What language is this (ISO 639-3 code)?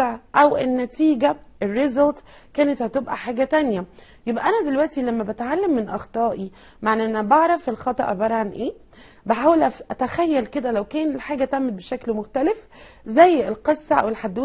arz